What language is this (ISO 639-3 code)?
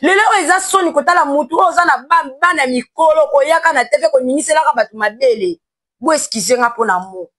lin